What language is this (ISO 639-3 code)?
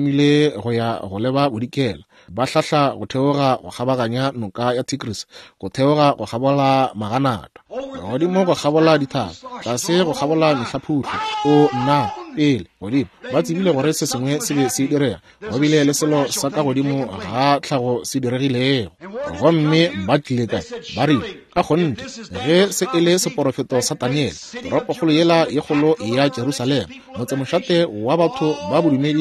nso